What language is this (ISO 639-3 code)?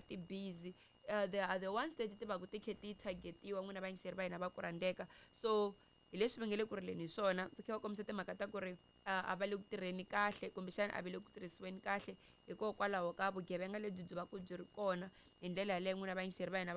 tso